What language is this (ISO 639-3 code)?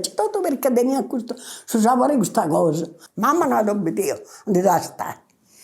srd